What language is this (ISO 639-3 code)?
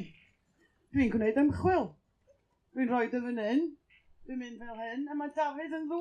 cym